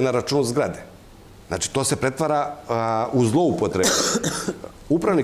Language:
Serbian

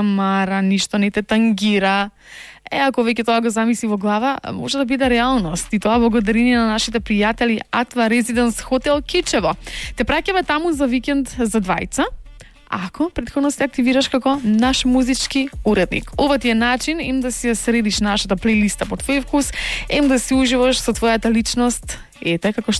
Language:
Macedonian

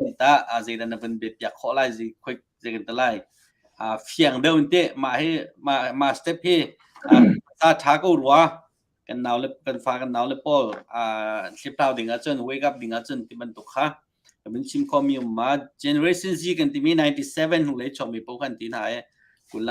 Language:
Hakha Chin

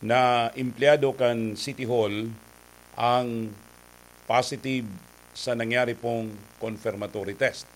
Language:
Bikol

